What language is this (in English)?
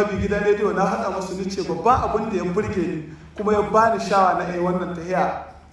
Hausa